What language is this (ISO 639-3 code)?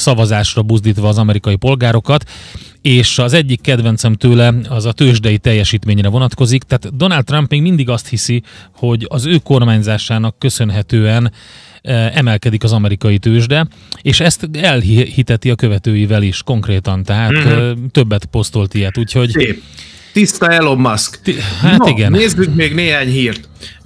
hun